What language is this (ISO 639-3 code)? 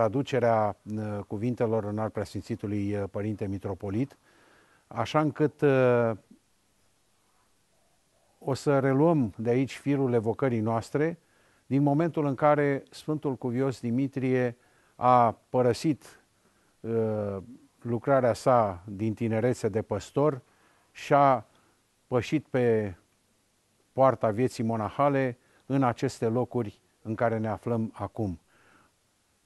ron